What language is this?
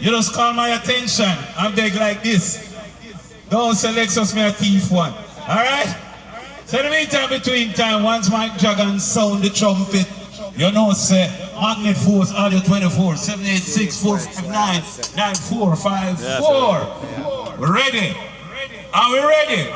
Jamaican Creole English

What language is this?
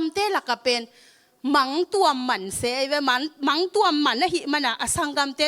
Tedim Chin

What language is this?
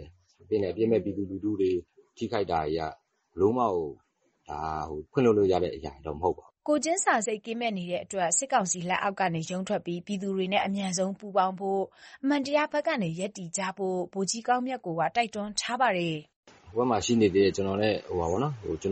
Burmese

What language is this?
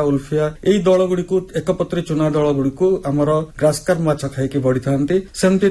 Odia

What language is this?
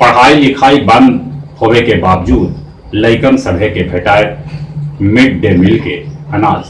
Magahi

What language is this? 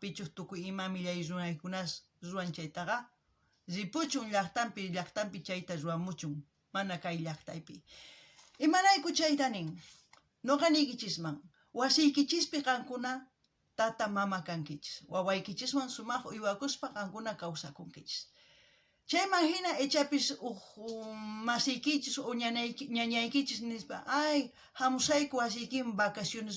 South Bolivian Quechua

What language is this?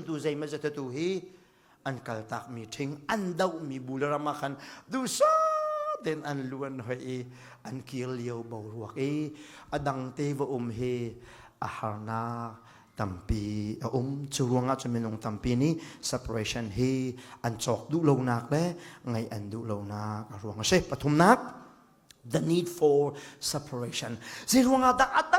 Hakha Chin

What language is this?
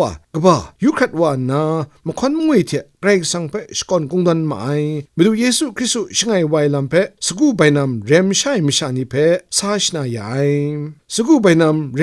Kachin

